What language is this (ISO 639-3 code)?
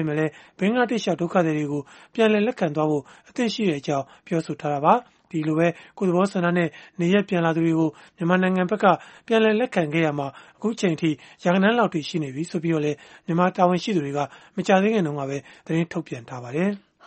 mya